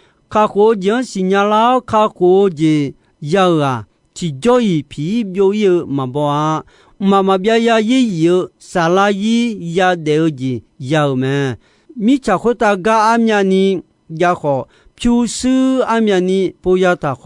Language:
Akha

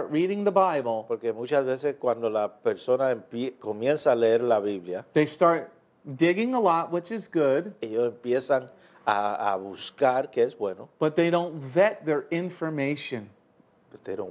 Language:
English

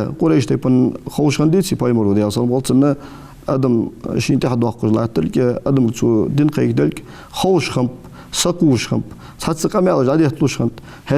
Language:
Ingush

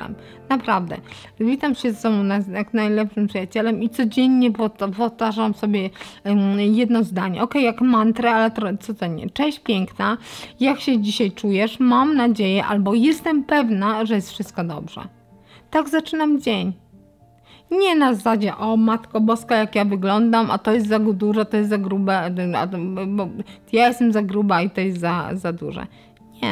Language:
Polish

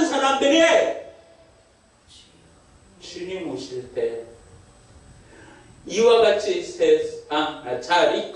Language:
Korean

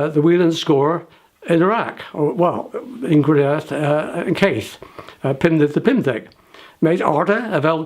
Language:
Cornish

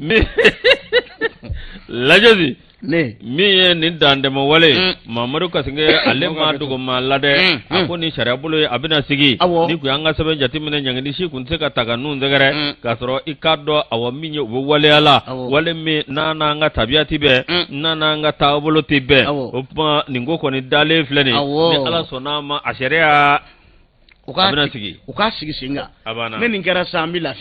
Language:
Bambara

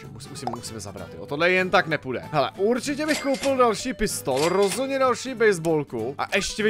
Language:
Czech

